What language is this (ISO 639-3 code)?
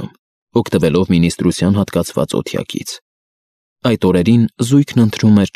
hye